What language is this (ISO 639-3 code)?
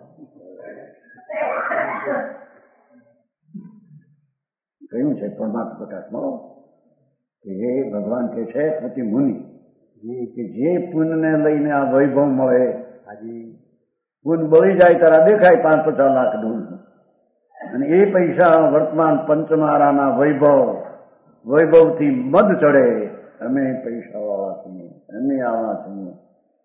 guj